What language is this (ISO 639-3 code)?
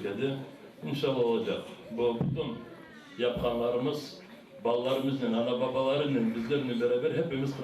crh